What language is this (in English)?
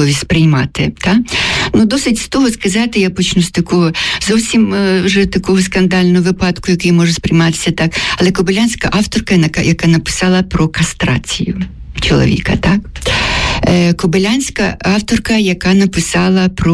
Ukrainian